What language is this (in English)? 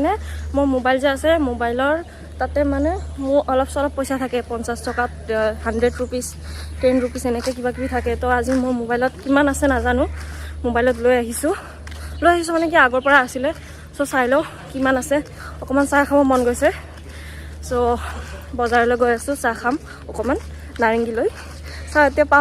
Assamese